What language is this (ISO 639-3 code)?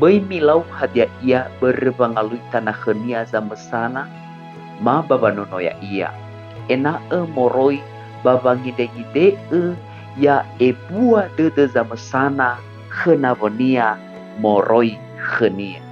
nia